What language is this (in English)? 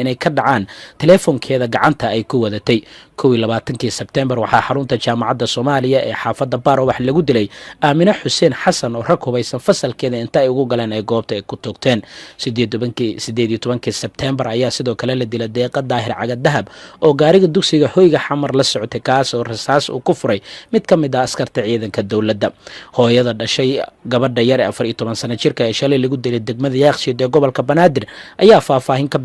Somali